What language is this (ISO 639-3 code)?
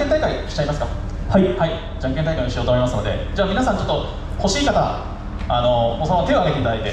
jpn